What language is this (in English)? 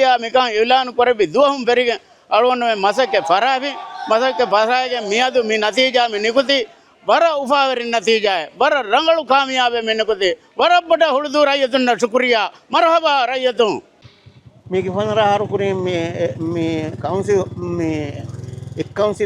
Divehi